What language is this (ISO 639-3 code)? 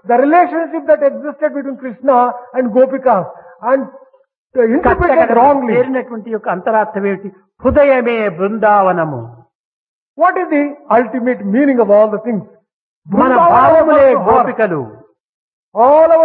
tel